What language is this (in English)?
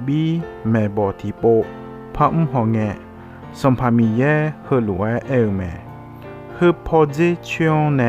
Akha